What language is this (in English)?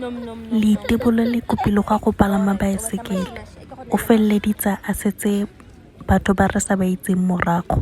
Tswana